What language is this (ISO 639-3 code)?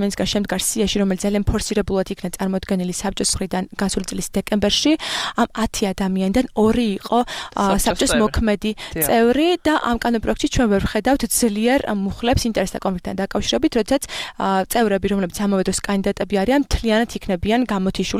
kat